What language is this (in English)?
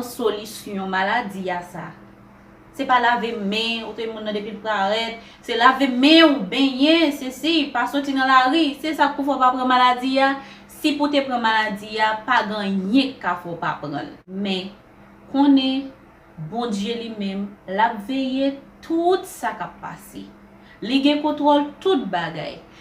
Haitian Creole